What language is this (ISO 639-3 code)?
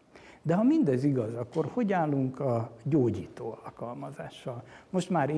hun